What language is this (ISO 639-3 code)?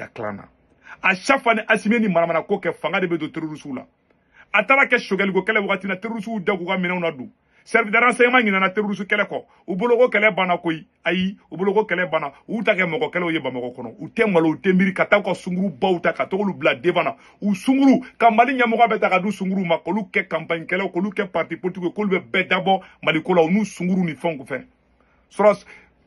bam